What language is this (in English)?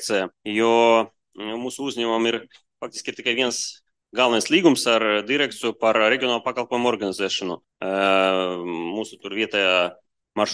Latvian